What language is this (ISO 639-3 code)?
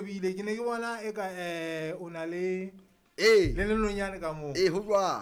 sot